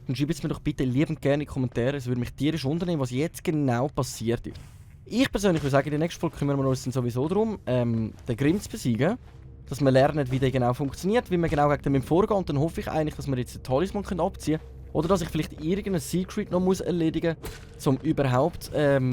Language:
Swiss German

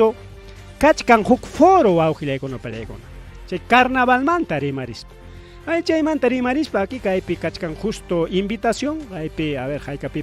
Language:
Ayacucho Quechua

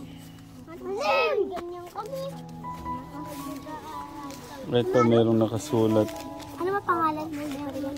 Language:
Filipino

